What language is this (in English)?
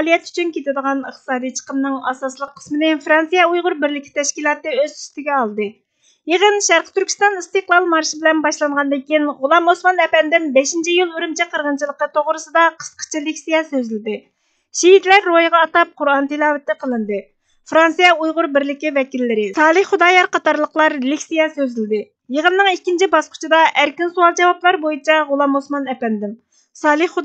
Uyghur